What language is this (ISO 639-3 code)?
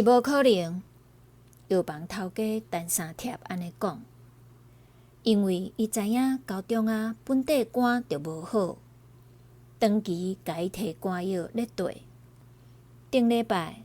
nan